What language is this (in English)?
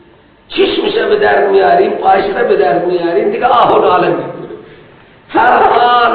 Persian